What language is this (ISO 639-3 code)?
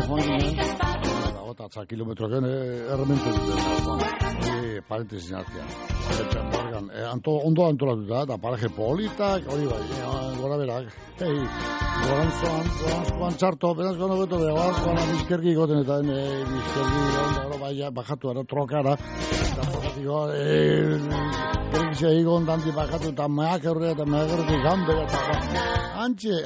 eus